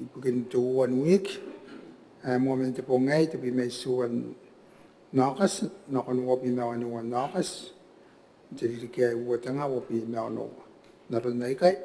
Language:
Gilbertese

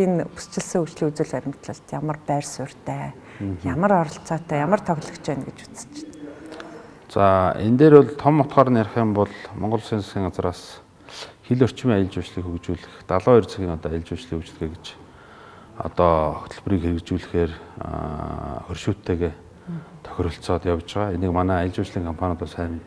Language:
Mongolian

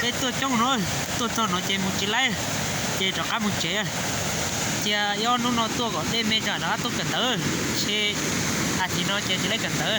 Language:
Hmong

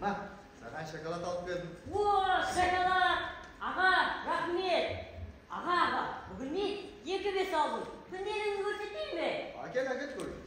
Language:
Kara-Kalpak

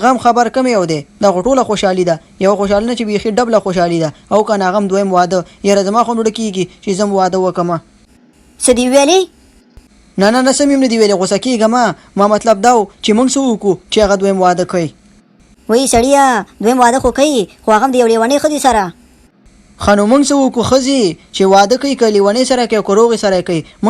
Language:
Pashto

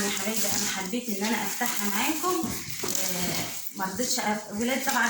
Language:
Egyptian Arabic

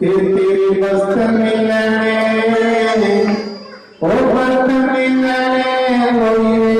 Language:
Dogri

